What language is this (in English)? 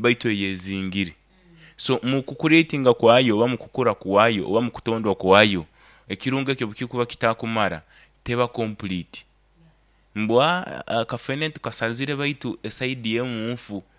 Nyankole